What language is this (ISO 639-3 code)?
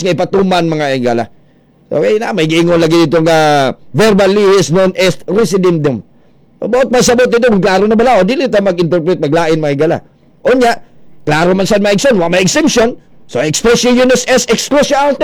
ceb